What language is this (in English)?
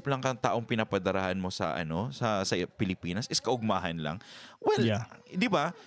Bikol